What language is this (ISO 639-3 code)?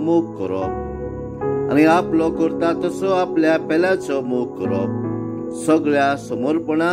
kok